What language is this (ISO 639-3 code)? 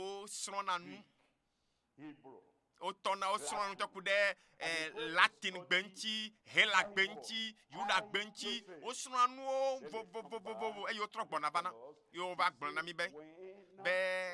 ewe